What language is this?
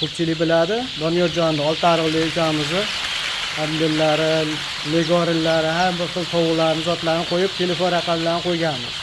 Uzbek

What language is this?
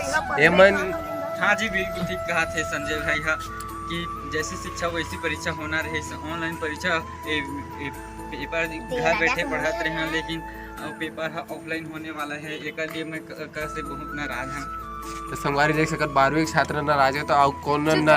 Chhattisgarhi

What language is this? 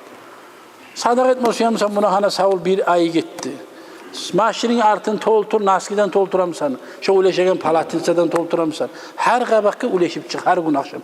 Kumyk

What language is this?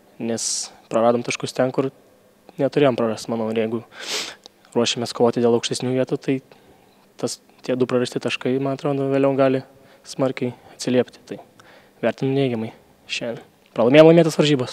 Lithuanian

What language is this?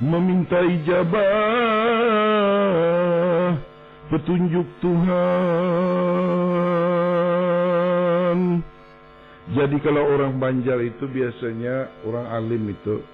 Banjar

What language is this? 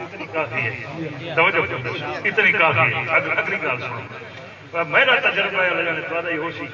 Saraiki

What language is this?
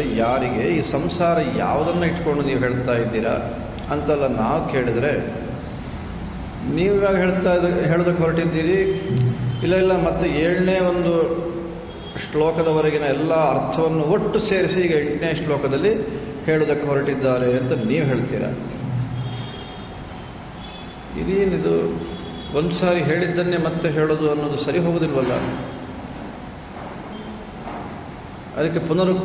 Kannada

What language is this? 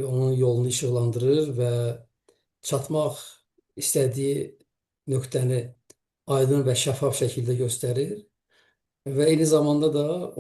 Azerbaijani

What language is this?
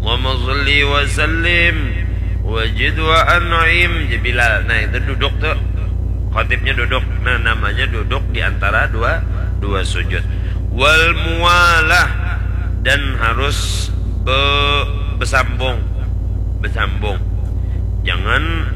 Banjar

